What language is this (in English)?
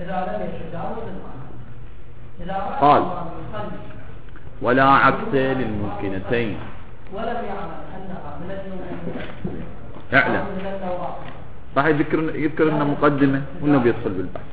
Mesopotamian Arabic